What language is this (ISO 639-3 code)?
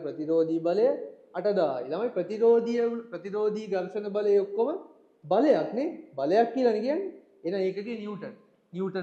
sin